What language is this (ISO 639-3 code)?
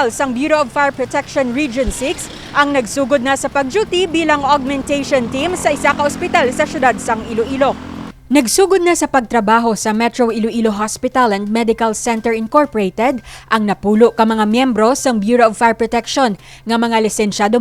hil